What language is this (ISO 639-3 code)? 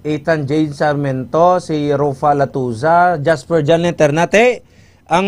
hil